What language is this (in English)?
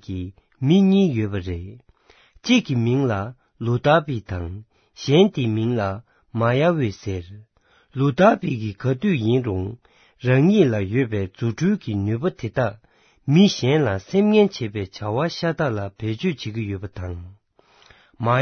Tibetan